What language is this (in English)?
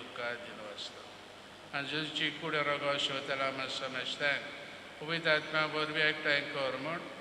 Konkani